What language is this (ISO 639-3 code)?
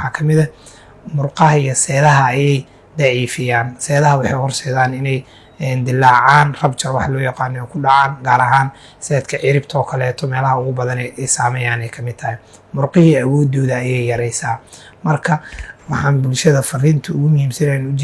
som